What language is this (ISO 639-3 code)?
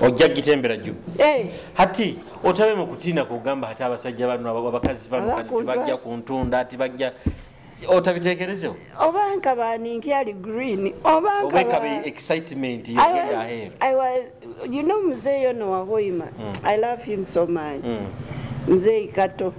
nyo